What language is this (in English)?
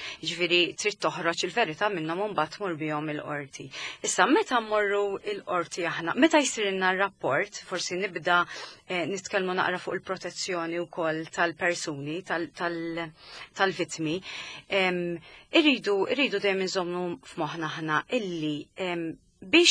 Maltese